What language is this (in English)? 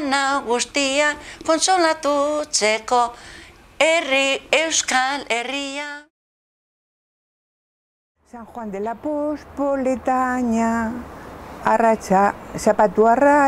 Basque